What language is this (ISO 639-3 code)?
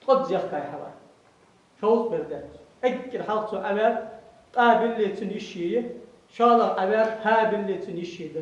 inh